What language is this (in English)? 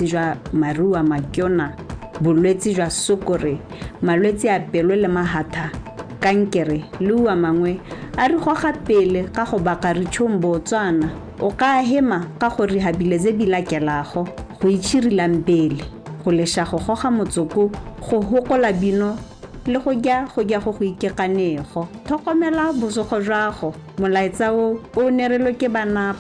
Tswana